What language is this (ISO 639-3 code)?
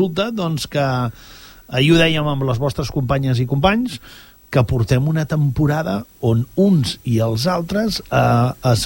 cat